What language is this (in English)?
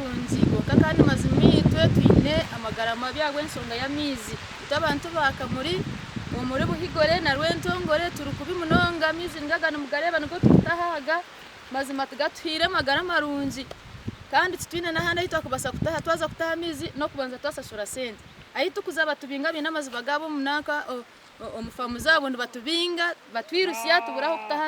Nyankole